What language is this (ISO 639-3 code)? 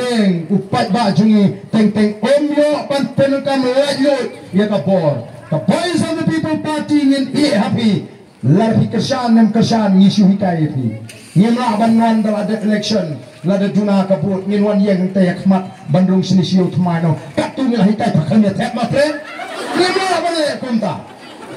kha